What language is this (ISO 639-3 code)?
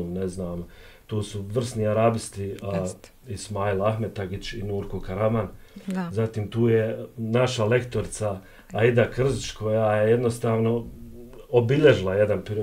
bos